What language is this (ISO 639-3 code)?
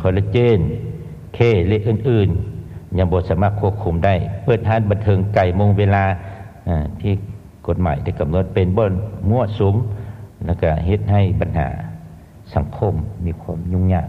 lao